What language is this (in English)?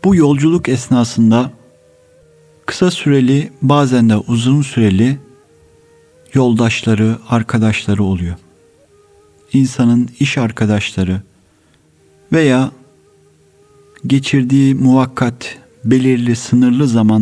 Turkish